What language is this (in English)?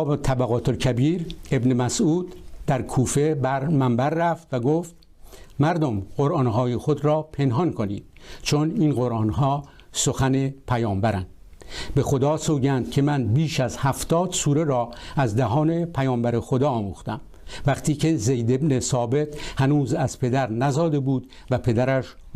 Persian